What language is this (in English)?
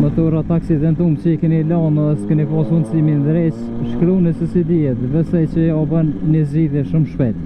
Albanian